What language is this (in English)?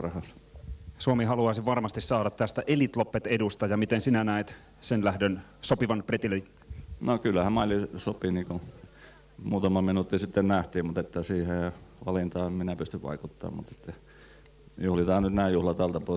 Finnish